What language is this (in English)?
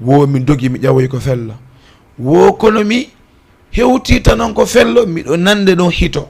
Fula